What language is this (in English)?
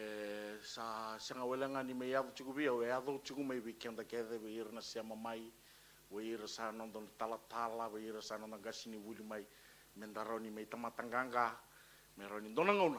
Fijian